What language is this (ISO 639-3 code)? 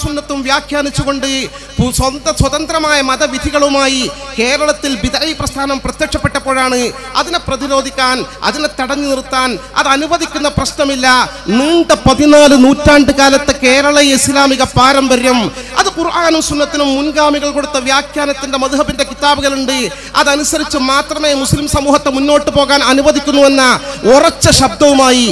mal